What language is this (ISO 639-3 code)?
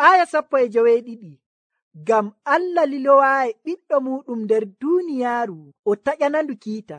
fuv